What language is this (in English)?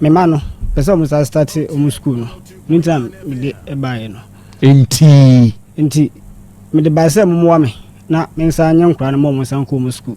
Akan